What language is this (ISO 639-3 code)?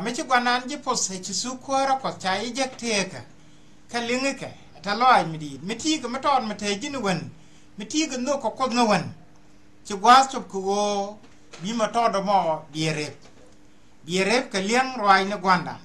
nus